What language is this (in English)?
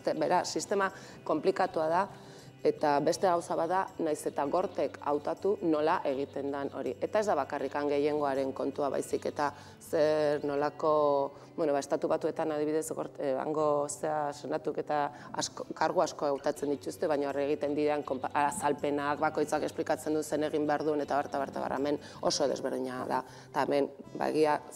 Basque